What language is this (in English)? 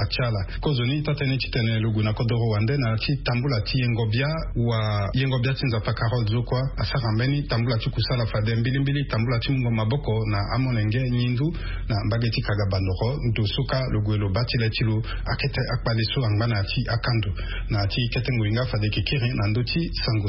Sango